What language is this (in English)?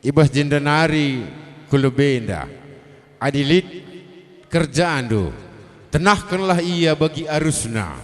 Batak Karo